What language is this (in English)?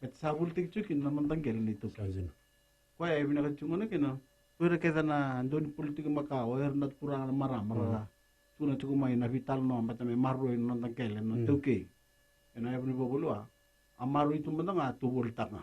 Fijian